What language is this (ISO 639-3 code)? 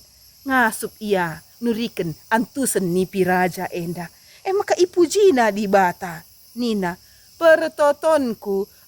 btx